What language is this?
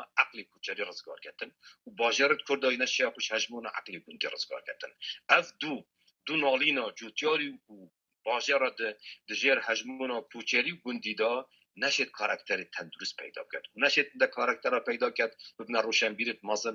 Kurdish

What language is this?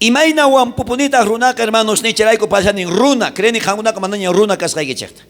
South Bolivian Quechua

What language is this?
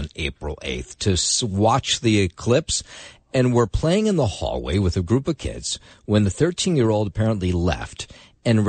English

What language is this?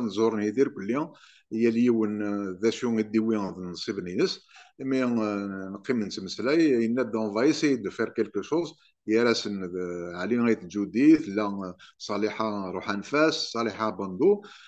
Kabyle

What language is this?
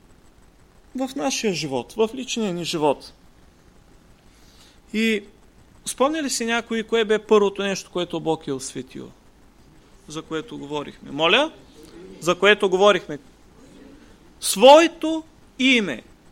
Bulgarian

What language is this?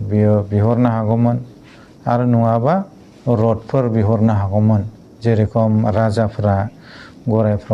Bodo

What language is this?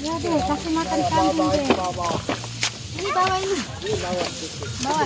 Sasak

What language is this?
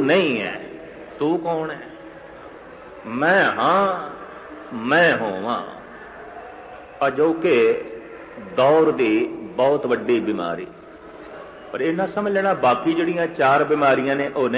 Punjabi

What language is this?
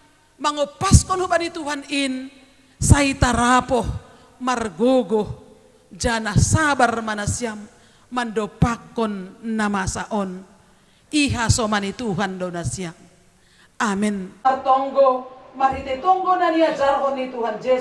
Batak Simalungun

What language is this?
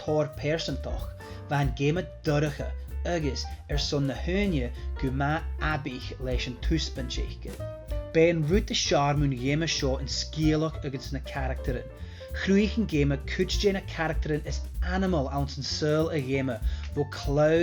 Scottish Gaelic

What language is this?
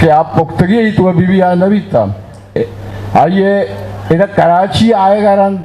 Eastern Balochi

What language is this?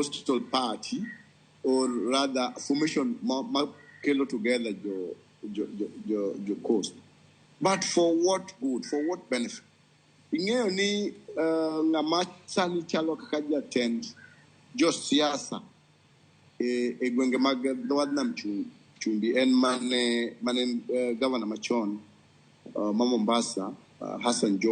Luo (Kenya and Tanzania)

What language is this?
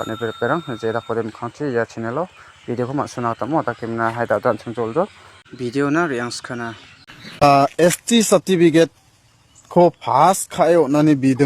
Garo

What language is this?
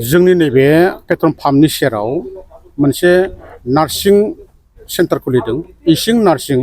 Bodo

